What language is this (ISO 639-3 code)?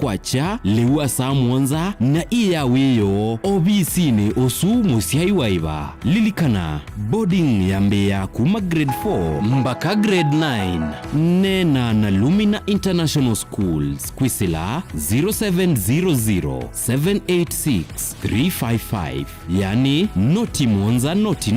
kam